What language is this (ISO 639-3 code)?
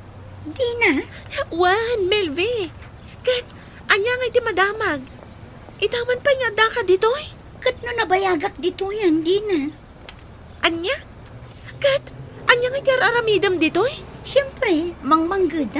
ilo